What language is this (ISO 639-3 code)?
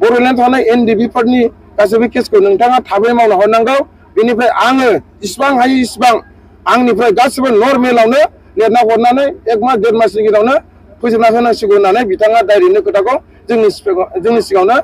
brx